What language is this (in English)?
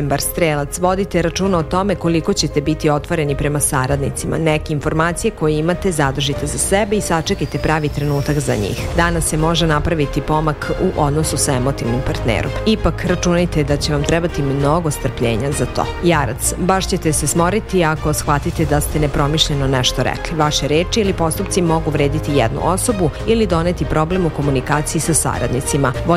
Serbian